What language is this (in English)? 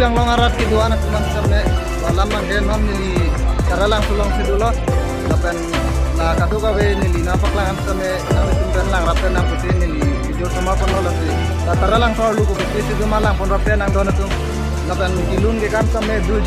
Karbi